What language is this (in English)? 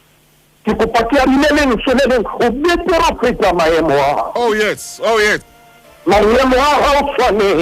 Southern Sotho